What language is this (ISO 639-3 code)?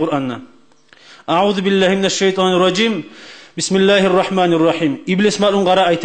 kum